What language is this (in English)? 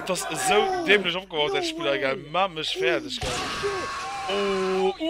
Luxembourgish